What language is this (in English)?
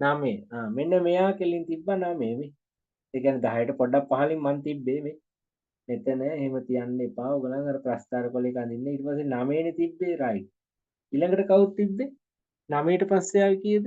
Sinhala